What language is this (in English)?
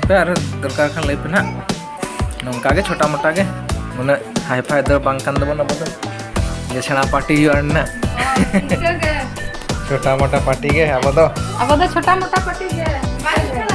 Santali